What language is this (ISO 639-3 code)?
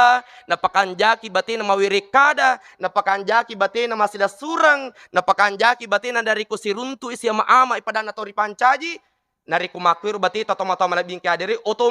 bug